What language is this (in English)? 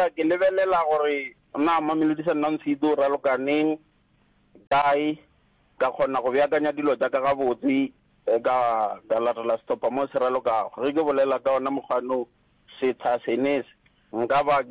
Northern Sotho